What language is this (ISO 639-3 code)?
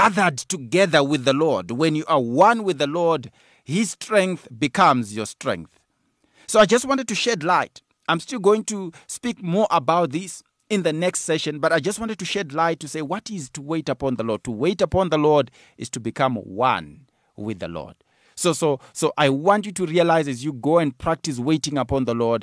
eng